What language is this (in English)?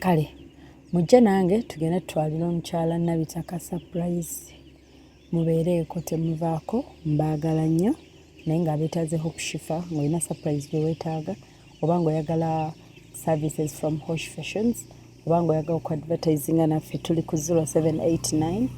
Ganda